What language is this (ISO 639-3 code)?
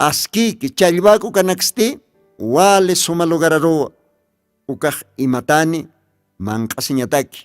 aym